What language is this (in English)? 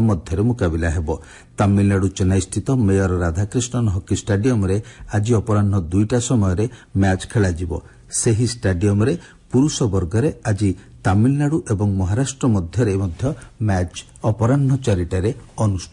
Odia